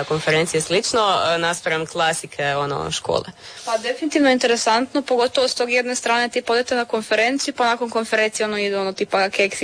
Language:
Croatian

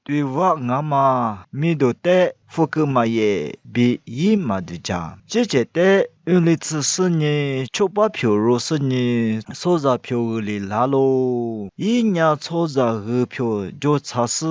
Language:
Lisu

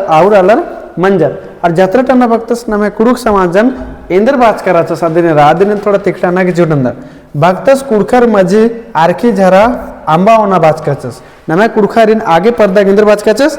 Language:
Kurukh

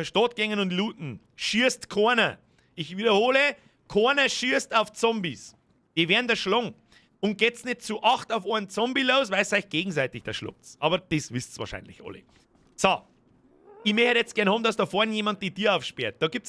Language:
Bavarian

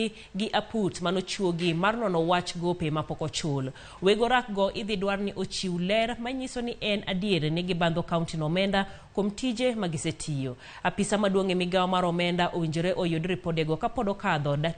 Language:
Luo (Kenya and Tanzania)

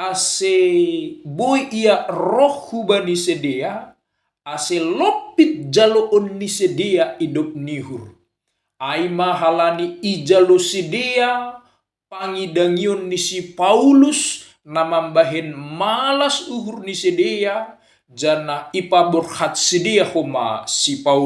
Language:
Batak Simalungun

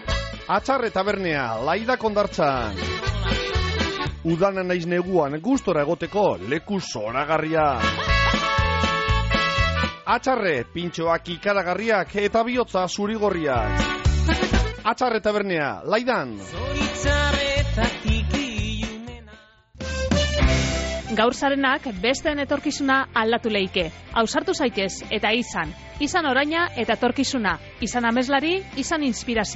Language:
Basque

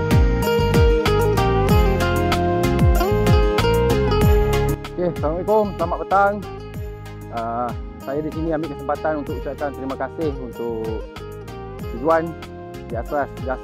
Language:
Malay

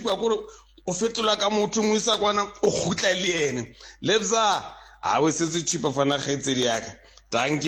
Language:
Southern Sotho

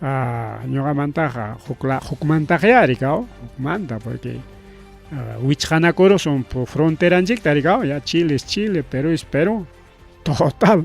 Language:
Ayacucho Quechua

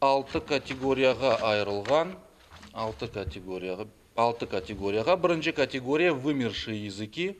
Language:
Crimean Tatar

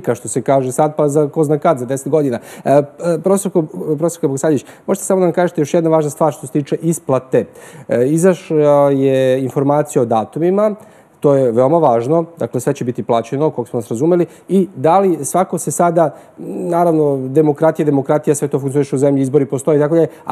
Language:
Serbian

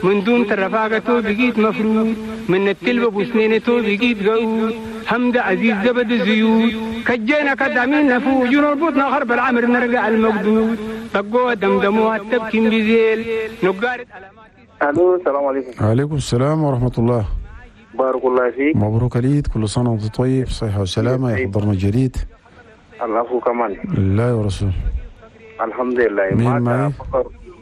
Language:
Chadian Arabic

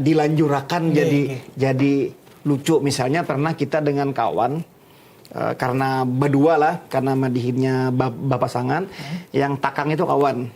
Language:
Banjar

